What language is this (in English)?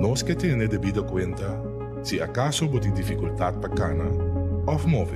Papiamento